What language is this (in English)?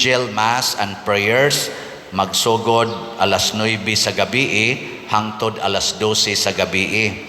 Cebuano